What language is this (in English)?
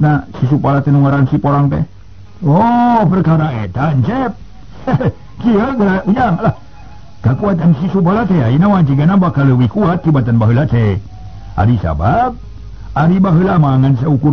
Sundanese